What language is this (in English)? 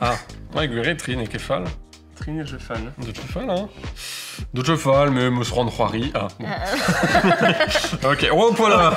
Breton